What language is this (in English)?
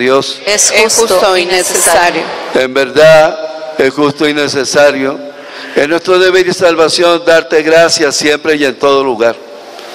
Spanish